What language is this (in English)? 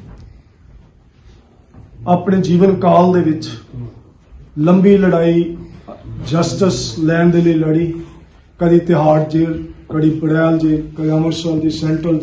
Punjabi